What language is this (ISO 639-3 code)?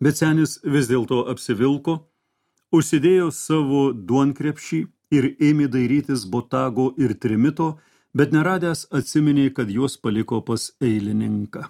lit